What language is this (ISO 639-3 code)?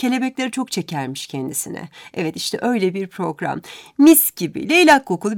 tur